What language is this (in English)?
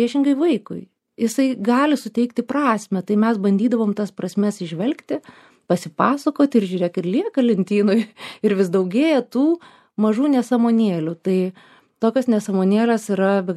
Lithuanian